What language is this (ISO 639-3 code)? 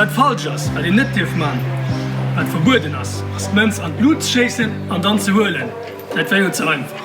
ltz